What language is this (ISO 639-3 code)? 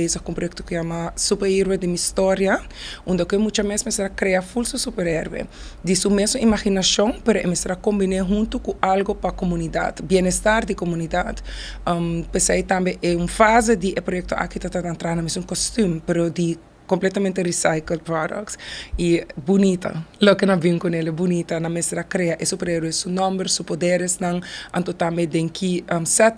pap